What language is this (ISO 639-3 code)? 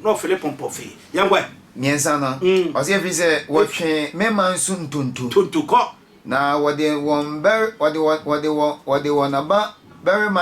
aka